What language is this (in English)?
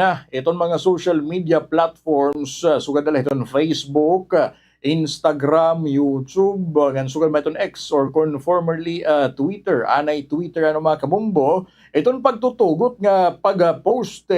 Waray